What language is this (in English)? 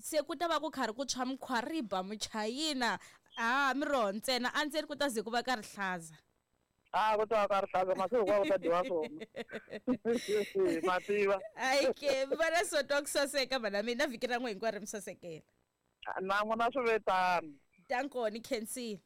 Tsonga